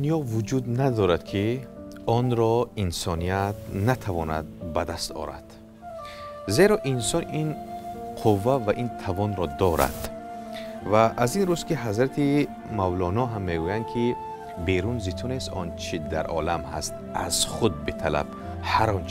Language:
Tajik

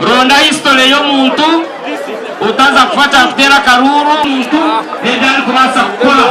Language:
Nyankole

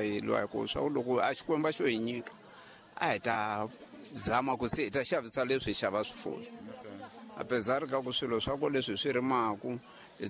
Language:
Tsonga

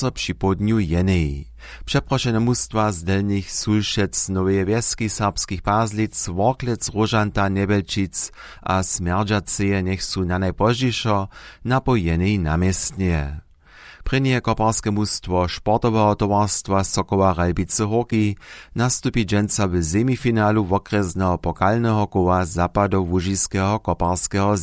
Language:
Upper Sorbian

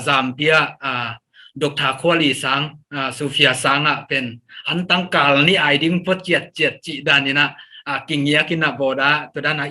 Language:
Tedim Chin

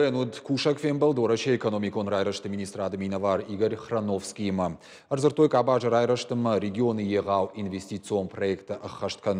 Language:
Ossetic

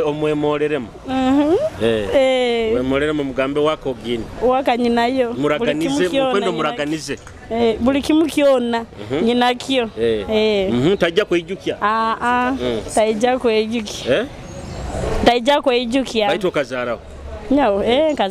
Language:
Nyoro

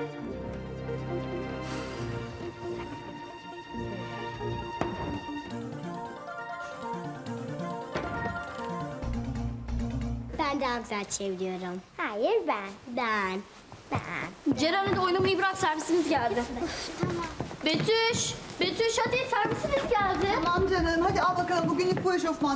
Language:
Turkish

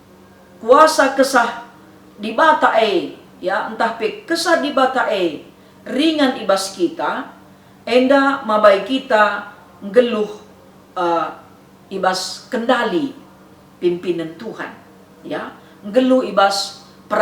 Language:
Batak Karo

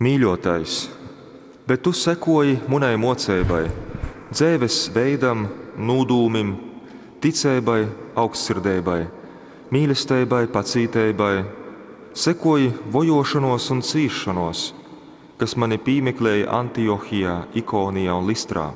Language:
Latgalian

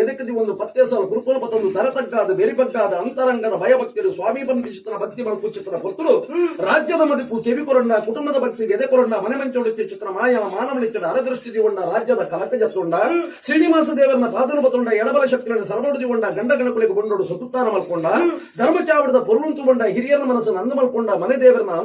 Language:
Tulu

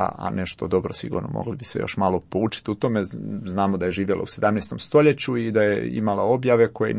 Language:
Croatian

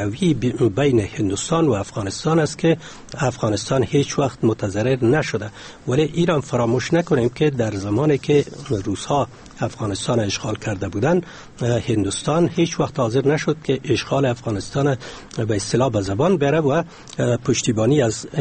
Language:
Persian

